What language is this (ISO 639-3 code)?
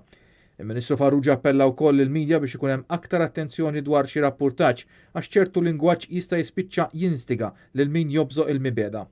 mlt